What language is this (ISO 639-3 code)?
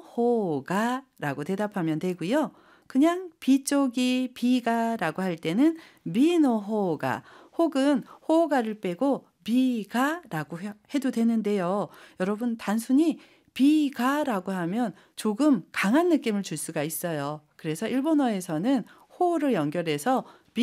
kor